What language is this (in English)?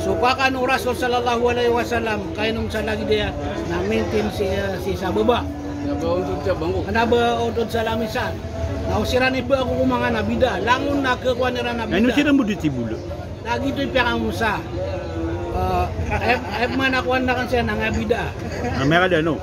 Maranao